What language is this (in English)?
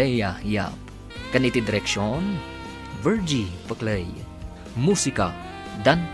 Iloko